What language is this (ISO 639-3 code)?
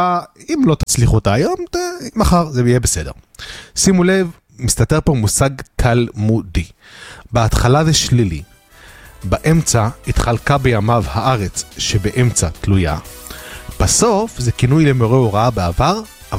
heb